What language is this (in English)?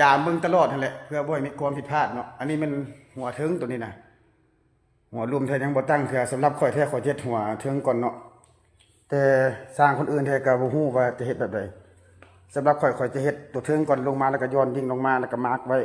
Lao